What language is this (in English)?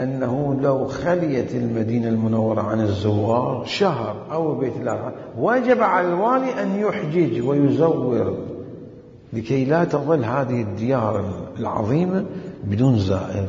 Mesopotamian Arabic